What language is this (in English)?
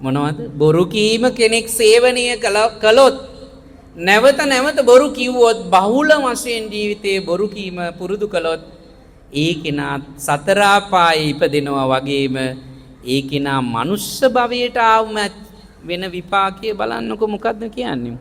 Sinhala